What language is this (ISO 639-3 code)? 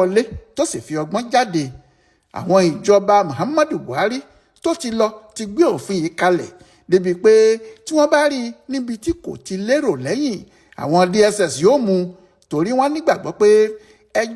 yor